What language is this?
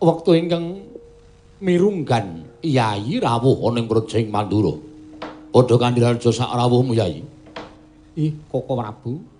Javanese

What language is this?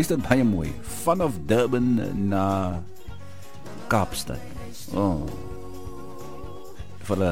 Afrikaans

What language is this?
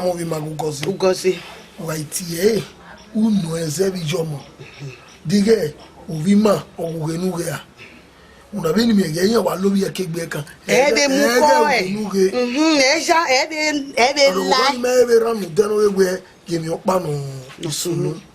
Bini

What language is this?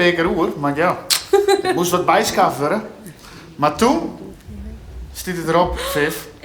Western Frisian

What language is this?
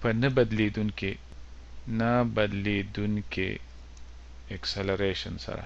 Pashto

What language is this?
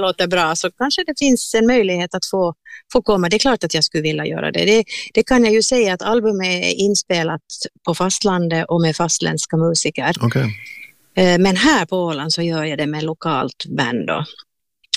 Swedish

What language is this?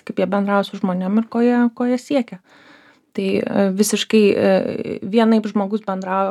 Lithuanian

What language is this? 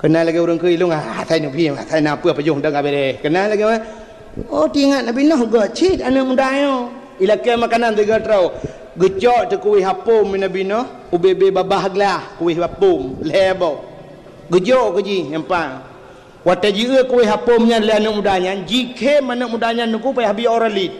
Achinese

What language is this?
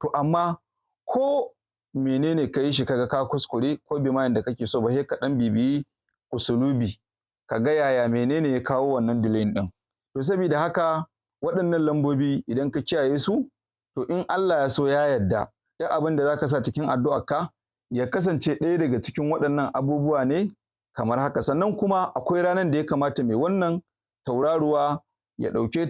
Hausa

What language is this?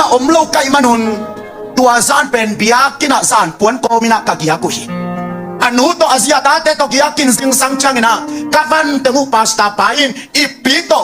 Tedim Chin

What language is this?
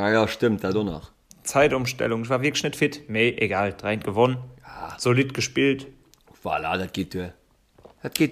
Luxembourgish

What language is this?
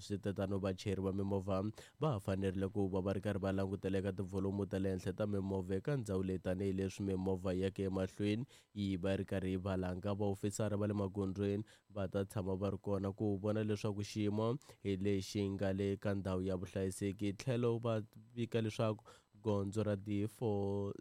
Tsonga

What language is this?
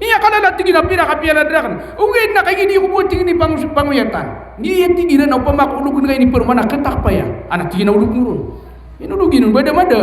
Maranao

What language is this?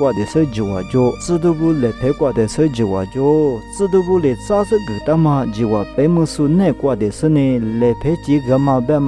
Lisu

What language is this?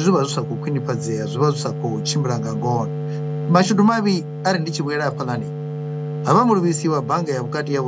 Venda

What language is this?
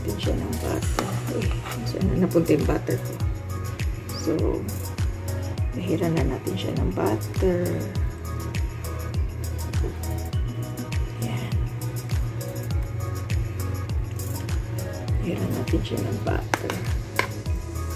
Filipino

